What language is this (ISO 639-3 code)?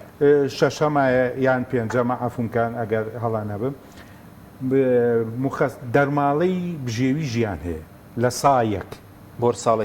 ckb